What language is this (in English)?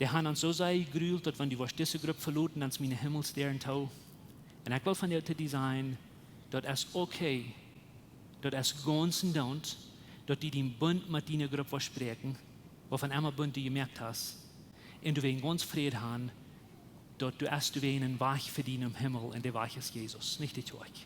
Plautdietsch